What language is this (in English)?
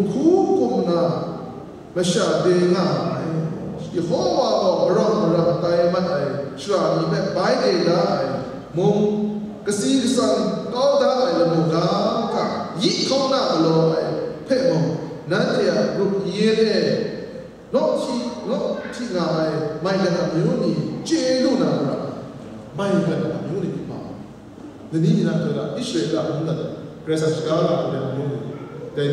Kachin